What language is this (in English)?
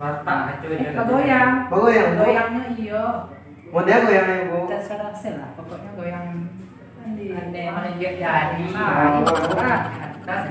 Minangkabau